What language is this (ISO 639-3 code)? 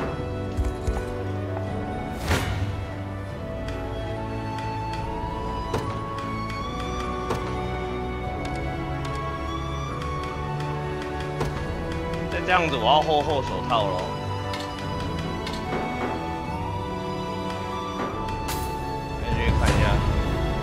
zho